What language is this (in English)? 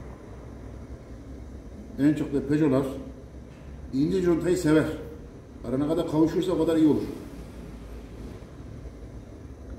Turkish